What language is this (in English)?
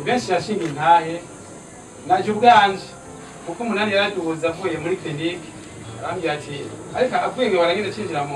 Rundi